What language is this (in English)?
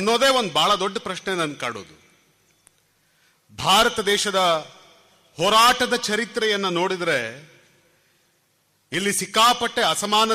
Kannada